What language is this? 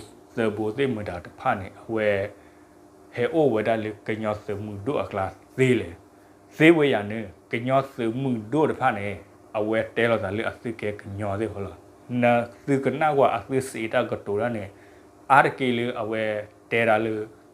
S'gaw Karen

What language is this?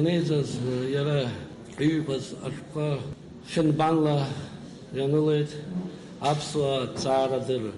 Abkhazian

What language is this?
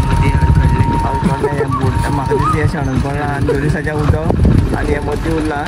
Konkani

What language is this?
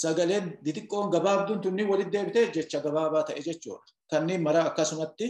Oromo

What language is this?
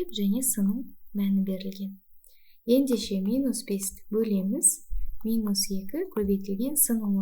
Kazakh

